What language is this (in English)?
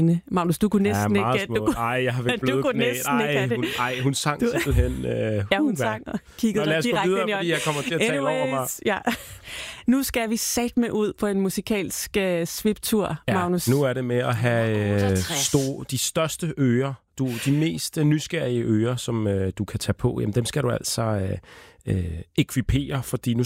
Danish